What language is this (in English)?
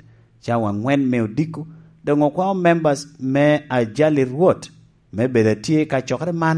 Lango (Uganda)